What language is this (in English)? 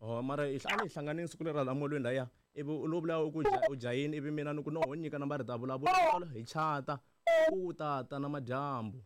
Tsonga